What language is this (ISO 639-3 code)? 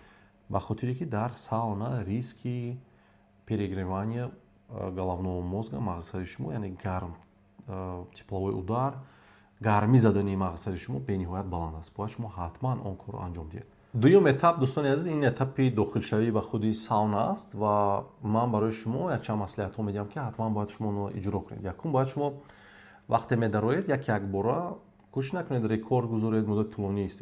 tgk